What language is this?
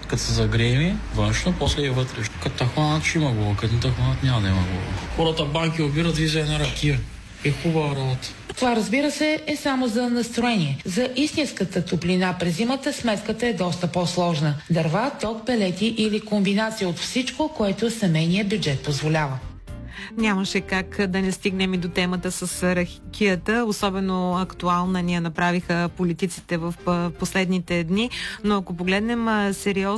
Bulgarian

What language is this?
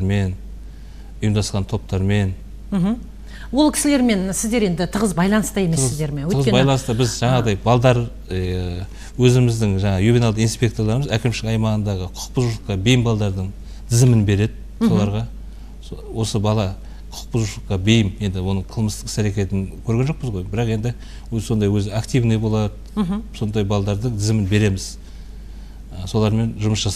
Kazakh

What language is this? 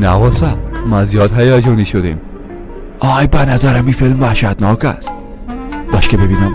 Persian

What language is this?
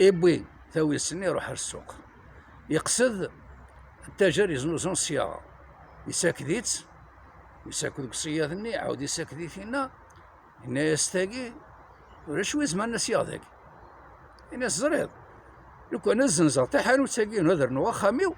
Kabyle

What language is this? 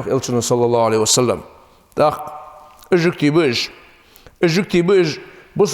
Ingush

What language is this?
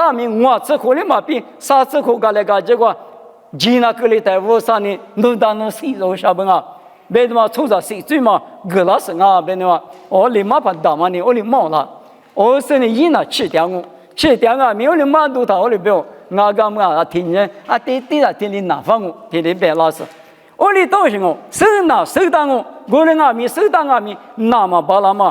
Lisu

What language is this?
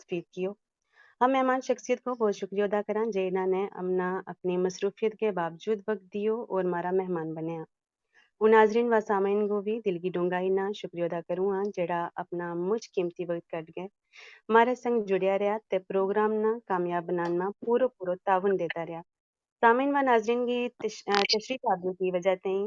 Gujari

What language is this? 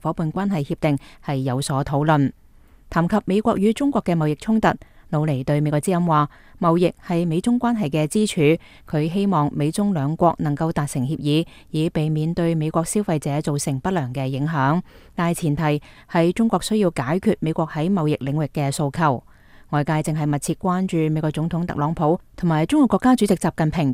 Cantonese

